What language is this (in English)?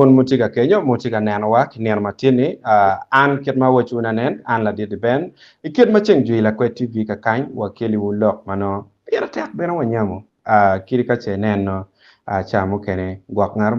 Acoli